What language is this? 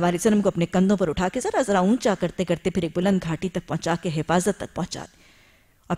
Urdu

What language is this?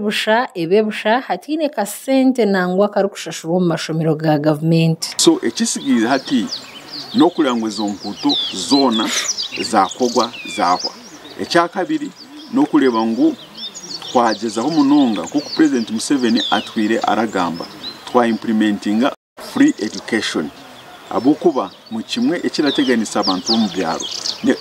Nyankole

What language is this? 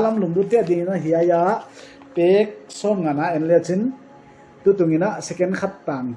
Paite Chin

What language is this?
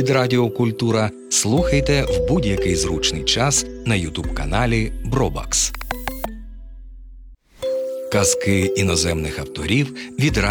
Ukrainian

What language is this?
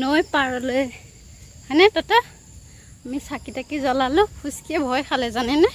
Assamese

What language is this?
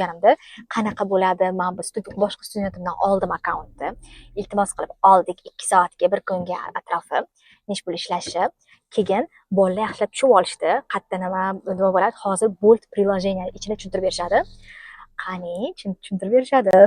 Uzbek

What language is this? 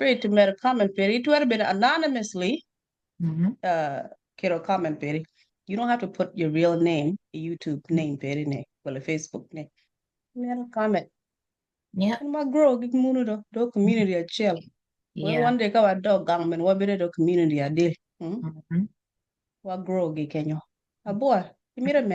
Acoli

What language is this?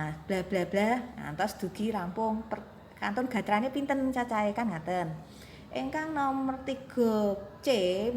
Javanese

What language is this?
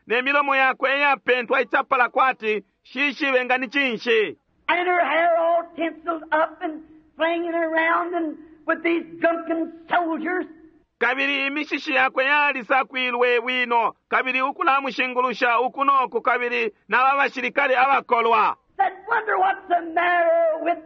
Bemba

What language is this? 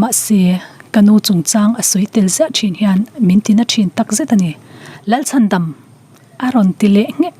Mizo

